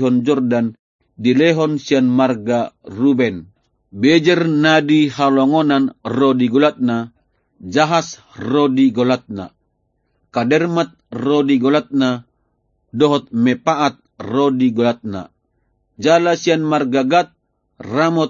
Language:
Batak Toba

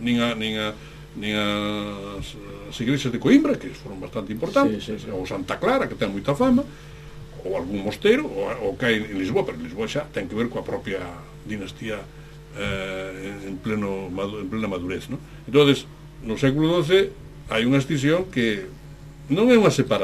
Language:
Galician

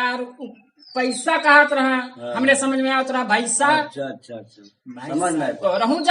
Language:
Awadhi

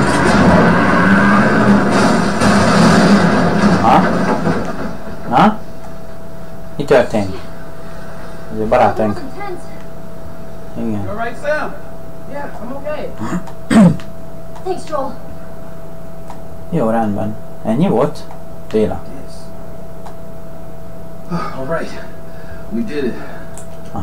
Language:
Hungarian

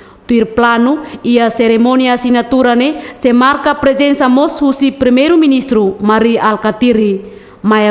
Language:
Tetum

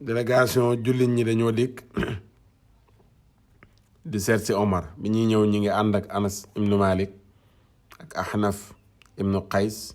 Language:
Wolof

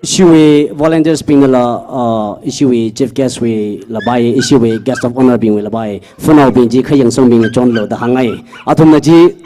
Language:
Tangkhul Naga (India)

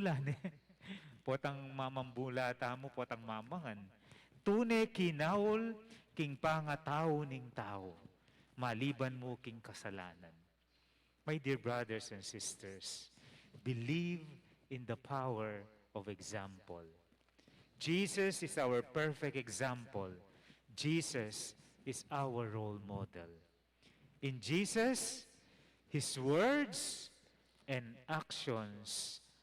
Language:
Pampanga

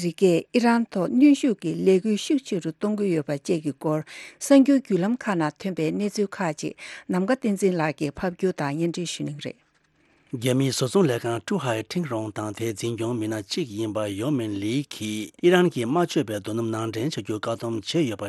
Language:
Tibetan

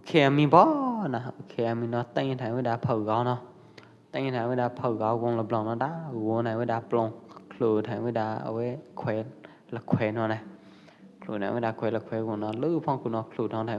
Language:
Pwo Eastern Karen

